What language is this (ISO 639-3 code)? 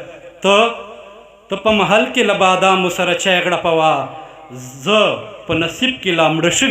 pus